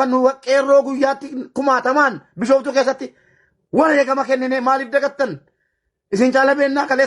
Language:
Oromo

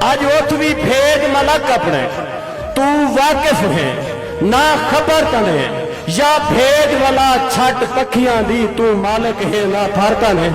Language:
Saraiki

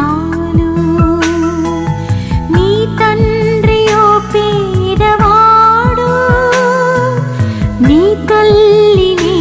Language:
Telugu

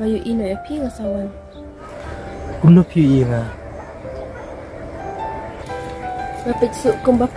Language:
Khasi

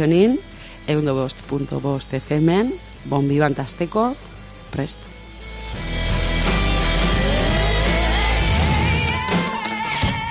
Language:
Basque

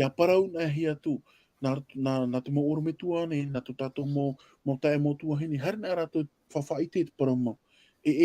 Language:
Tahitian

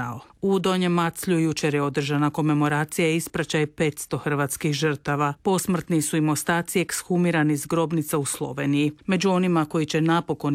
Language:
Croatian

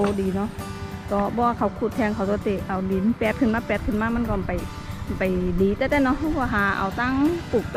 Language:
Shan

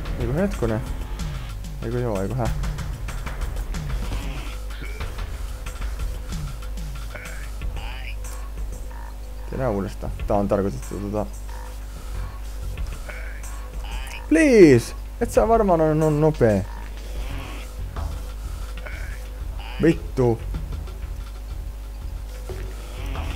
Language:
Finnish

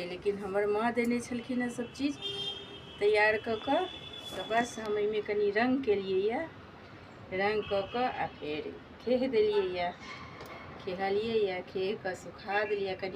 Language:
Maithili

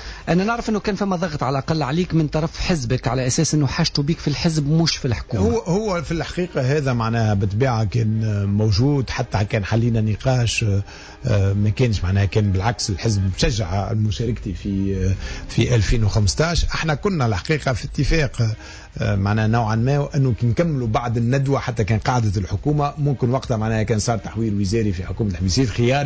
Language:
Tunisian Arabic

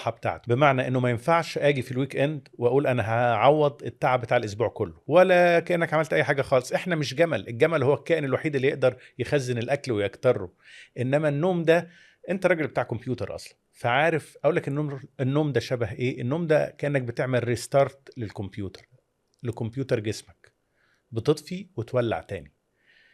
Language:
Egyptian Arabic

